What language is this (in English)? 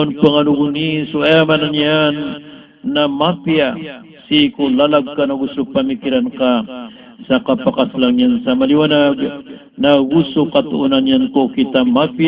Maranao